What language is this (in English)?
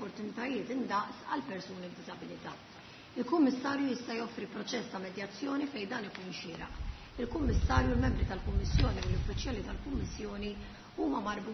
Maltese